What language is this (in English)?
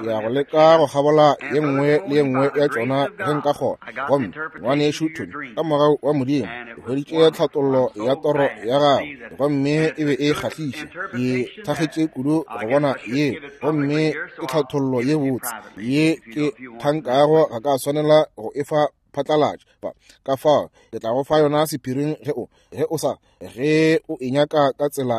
Northern Sotho